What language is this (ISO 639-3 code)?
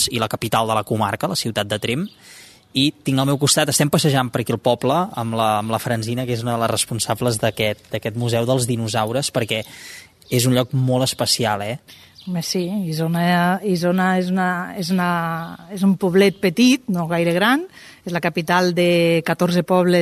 cat